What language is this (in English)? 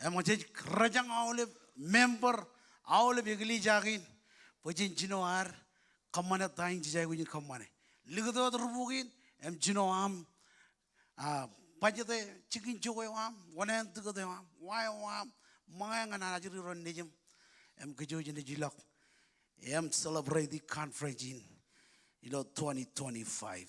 Marshallese